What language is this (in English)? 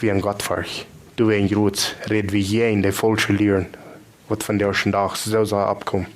Plautdietsch